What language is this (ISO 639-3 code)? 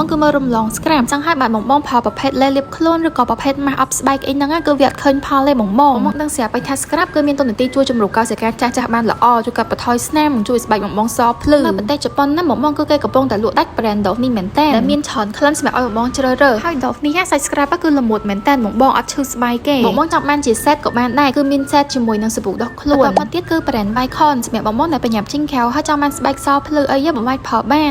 khm